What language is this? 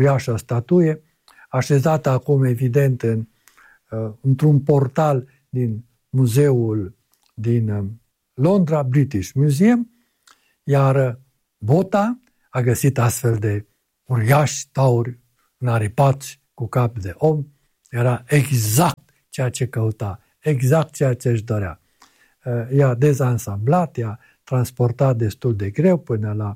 Romanian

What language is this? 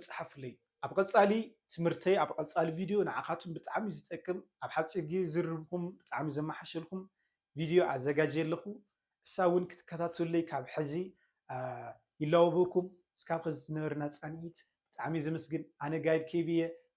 Tigrinya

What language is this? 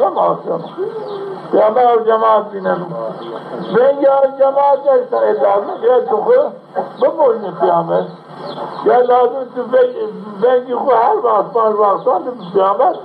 Zaza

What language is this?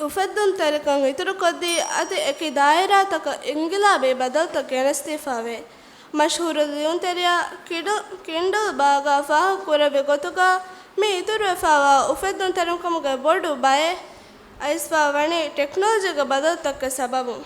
Divehi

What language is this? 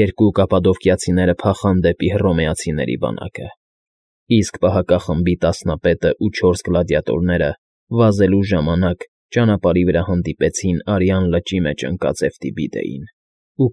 Armenian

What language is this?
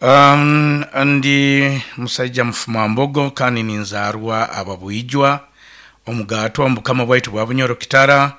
Nyoro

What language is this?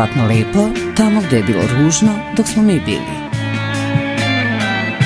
Serbian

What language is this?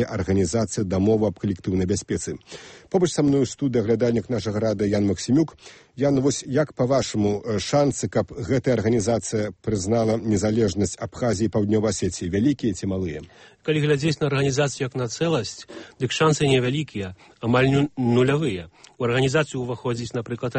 Belarusian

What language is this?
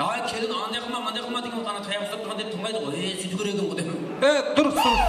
Kara-Kalpak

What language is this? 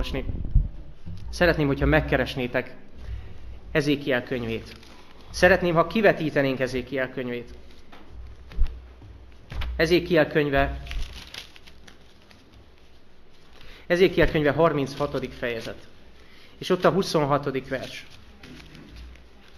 Hungarian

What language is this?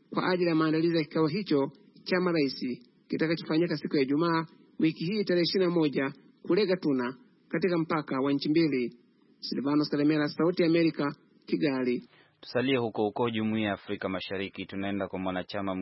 Swahili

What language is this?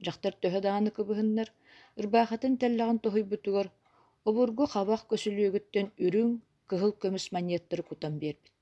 Yakut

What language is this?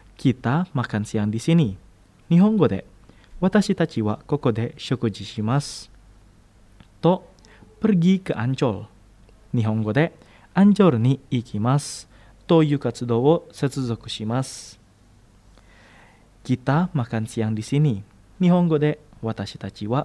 Japanese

